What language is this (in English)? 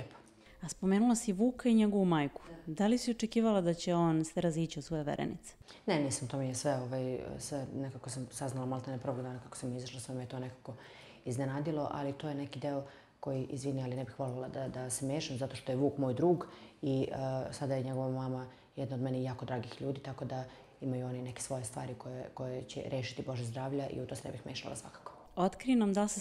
Serbian